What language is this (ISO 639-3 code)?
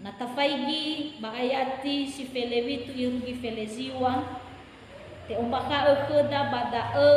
nia